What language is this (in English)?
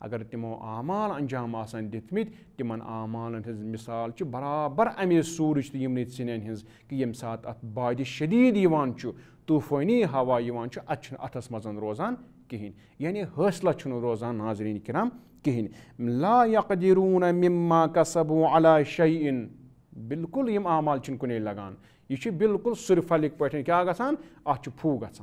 Kashmiri